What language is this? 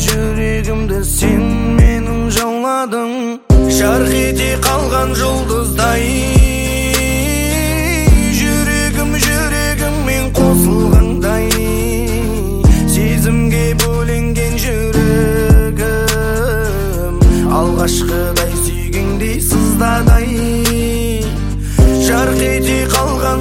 Kazakh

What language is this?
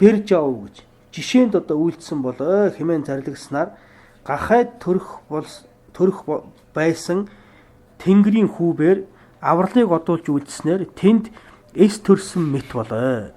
Mongolian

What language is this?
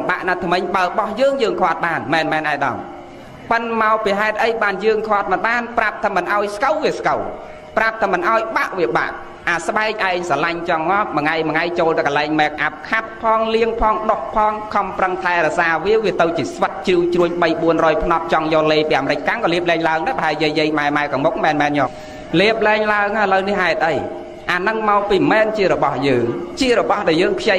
Khmer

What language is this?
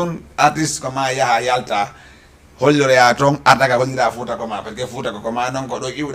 Fula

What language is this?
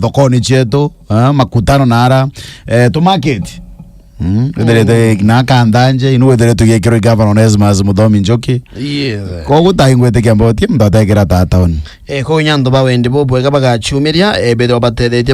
Meru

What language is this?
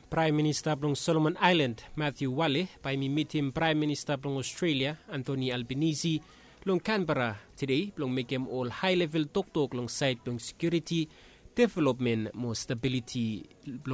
Bislama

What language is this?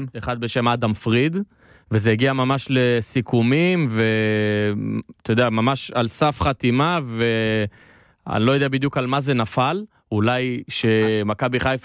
Hebrew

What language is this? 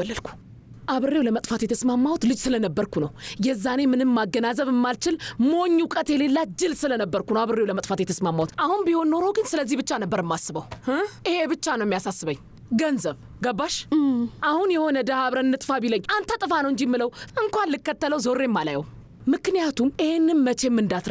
Amharic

